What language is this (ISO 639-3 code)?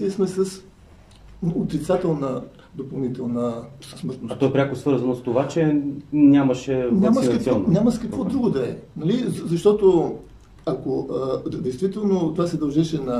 bul